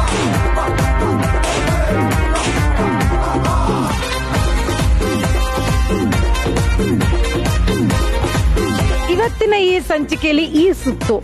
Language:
Kannada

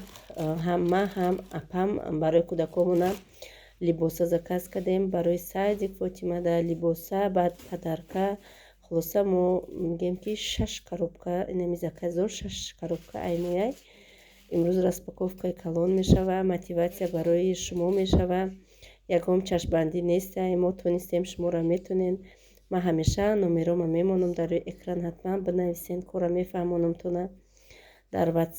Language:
Tajik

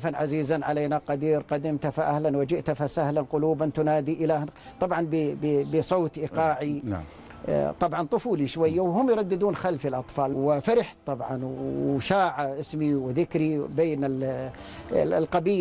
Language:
Arabic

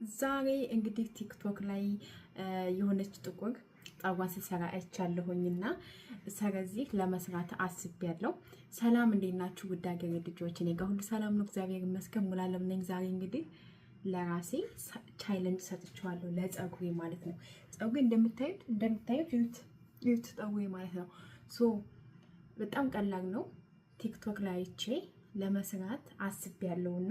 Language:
Amharic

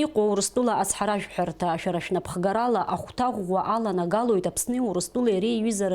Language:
Abkhazian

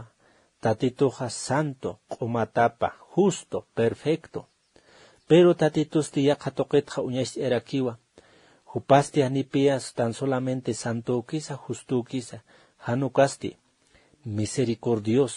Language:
Aymara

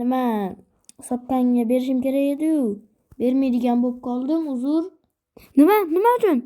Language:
Uzbek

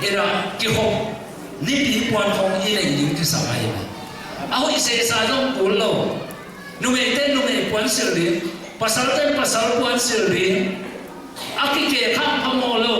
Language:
Tedim Chin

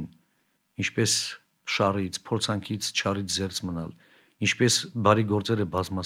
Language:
Armenian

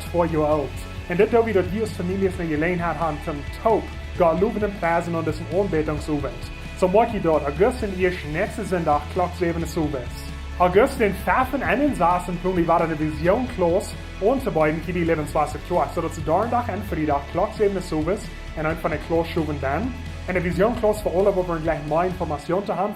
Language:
Plautdietsch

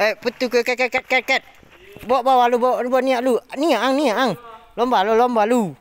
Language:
Minangkabau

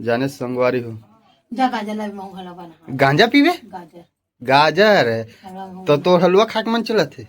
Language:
Chhattisgarhi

